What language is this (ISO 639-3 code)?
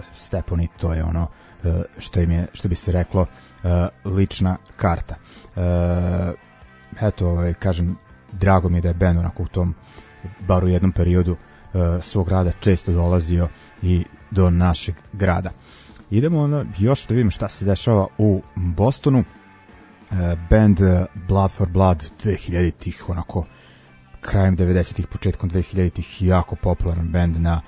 srp